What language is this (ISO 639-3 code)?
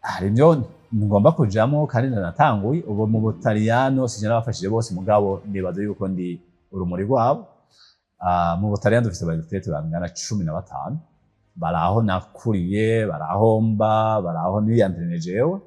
run